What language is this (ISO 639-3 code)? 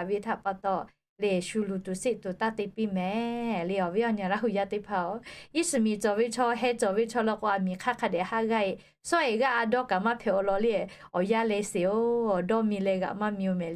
lhu